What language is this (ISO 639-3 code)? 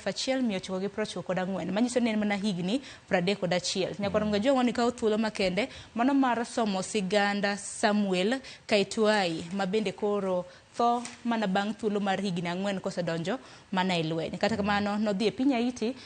luo